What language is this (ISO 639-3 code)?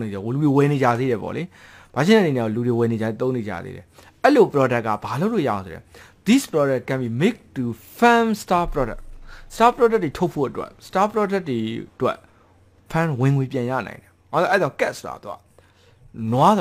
mya